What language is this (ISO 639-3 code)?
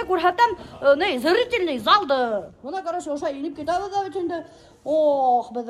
bak